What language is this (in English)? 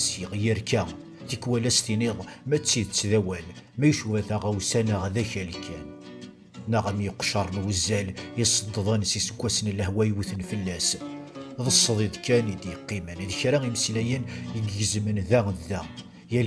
Kabyle